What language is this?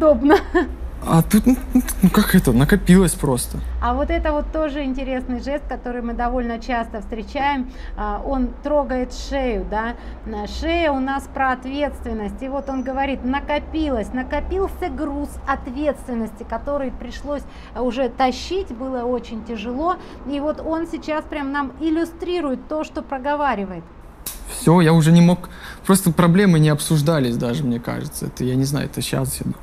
Russian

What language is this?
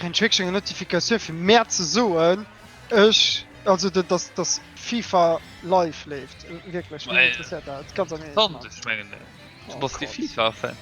Luxembourgish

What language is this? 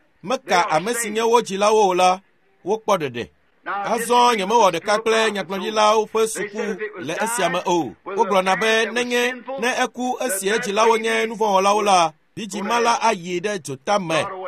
Ewe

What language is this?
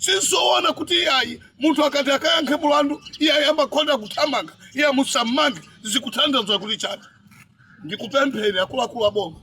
Nyanja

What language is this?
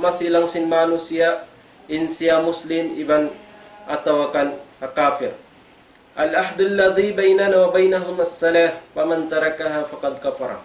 Tausug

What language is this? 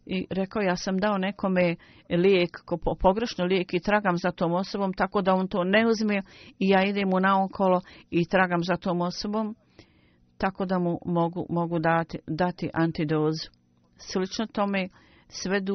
Bosnian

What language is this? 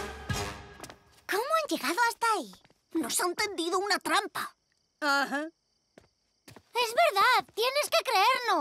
Spanish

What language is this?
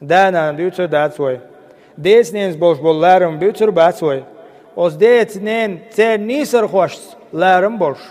Chechen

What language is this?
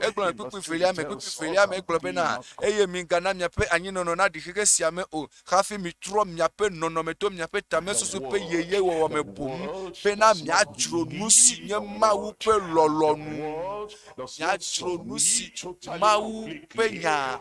Ewe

